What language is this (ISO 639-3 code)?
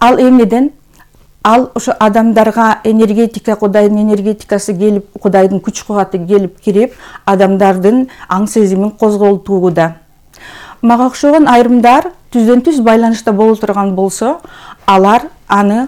kir